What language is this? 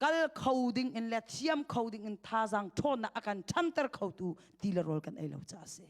Hakha Chin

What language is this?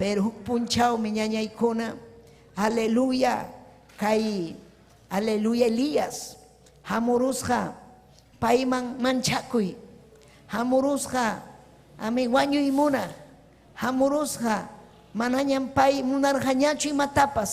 Ayacucho Quechua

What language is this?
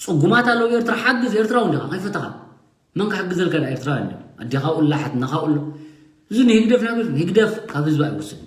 Tigrinya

